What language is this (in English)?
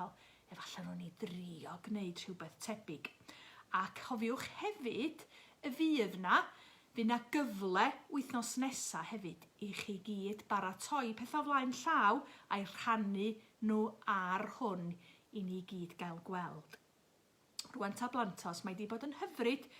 Welsh